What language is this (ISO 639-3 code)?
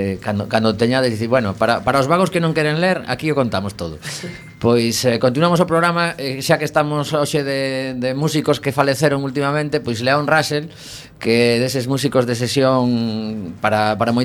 glg